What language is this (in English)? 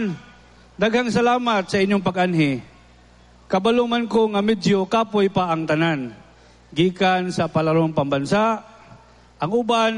Cebuano